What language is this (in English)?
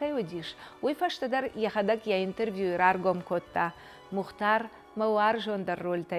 Ossetic